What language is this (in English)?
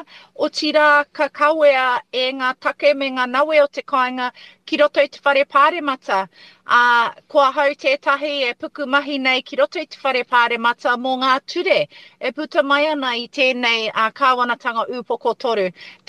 Māori